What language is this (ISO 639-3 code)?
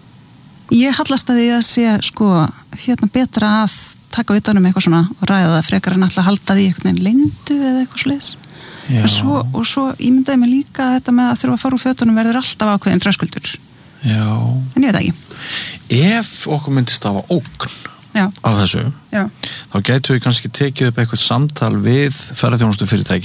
isl